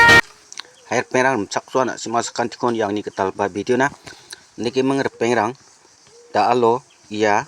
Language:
Garo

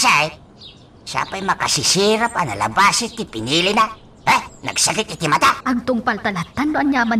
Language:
Iloko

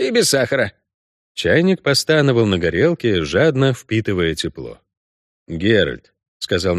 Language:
Russian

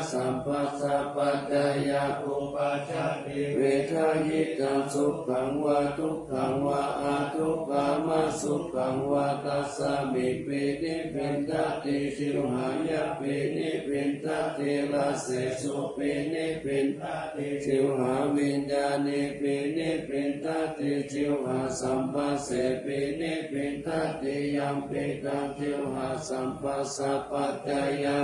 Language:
Pali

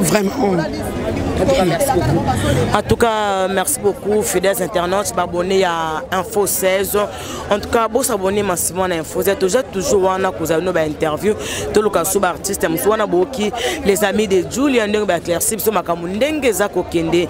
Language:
Lingala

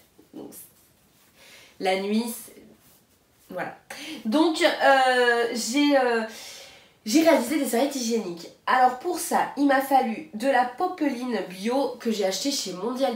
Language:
French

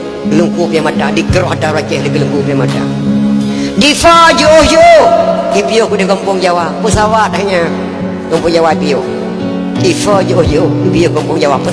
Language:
Achinese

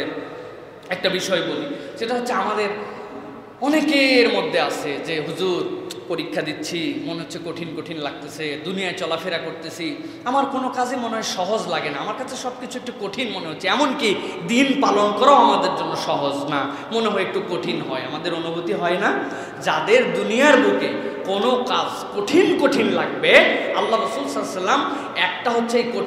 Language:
Bangla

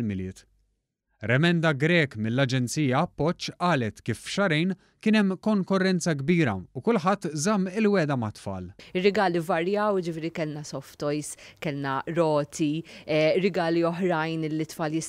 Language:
Maltese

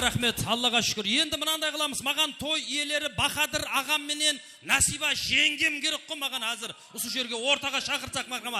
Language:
Kara-Kalpak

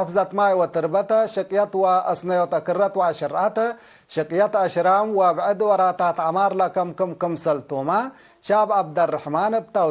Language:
Tigre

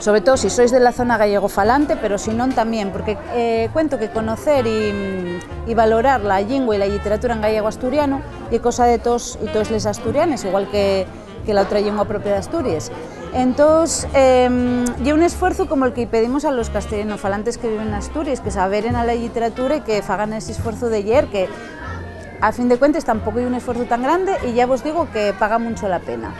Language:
Asturian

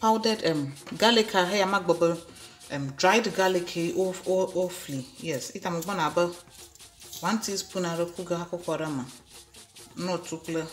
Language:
Ewe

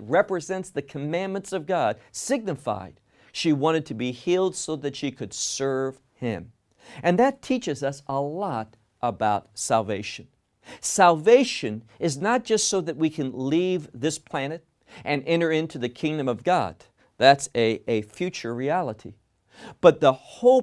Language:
English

